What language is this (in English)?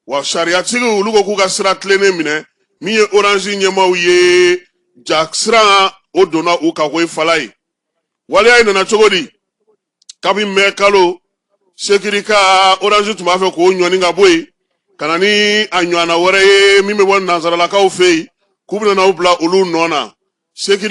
Bambara